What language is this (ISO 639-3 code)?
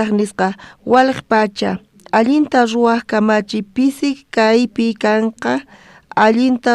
quh